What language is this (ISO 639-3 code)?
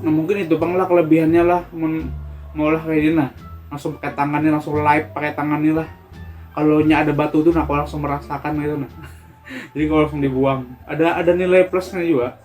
bjn